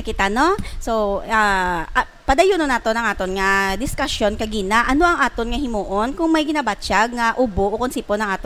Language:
Hiligaynon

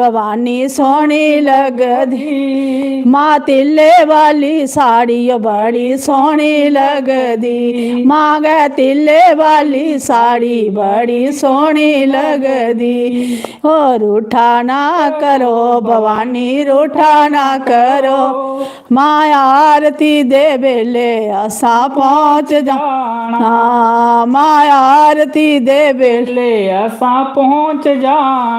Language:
Dogri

